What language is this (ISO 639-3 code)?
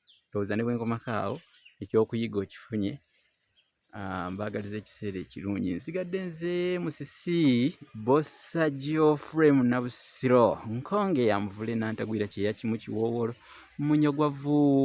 lug